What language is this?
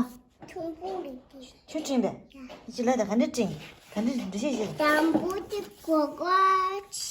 Tibetan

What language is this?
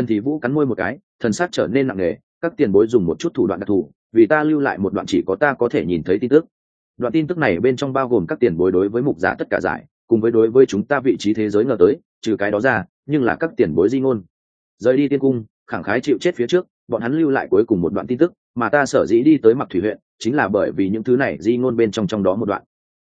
Vietnamese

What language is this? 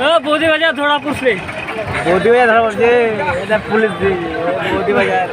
Santali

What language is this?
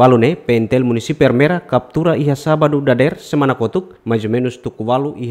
Tetum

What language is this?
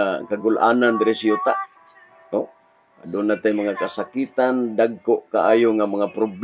Cebuano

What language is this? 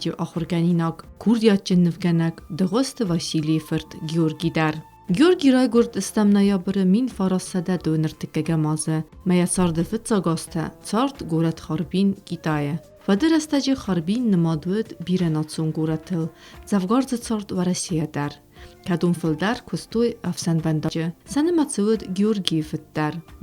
Ossetic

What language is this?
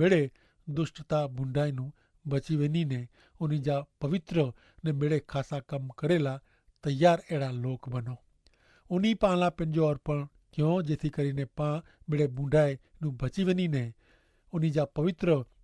Kachhi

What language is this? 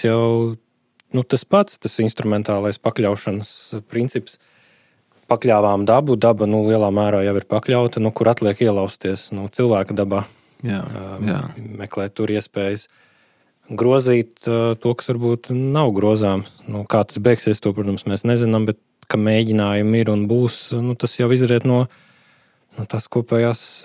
Latvian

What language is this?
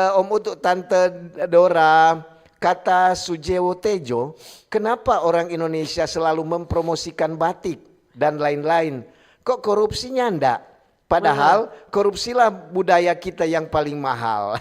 Manado Malay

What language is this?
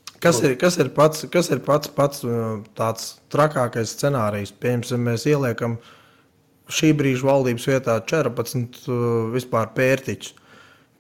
Latvian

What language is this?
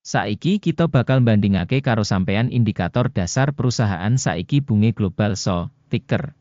Javanese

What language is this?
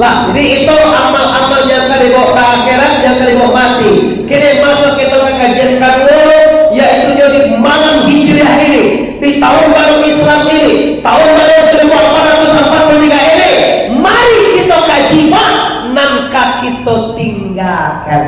Minangkabau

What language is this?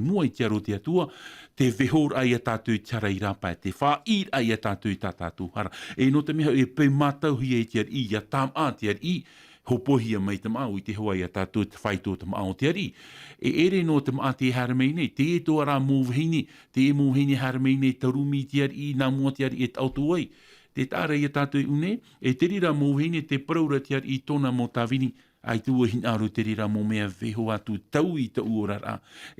Tahitian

